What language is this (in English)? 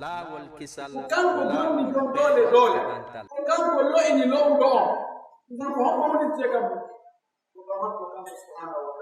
Pular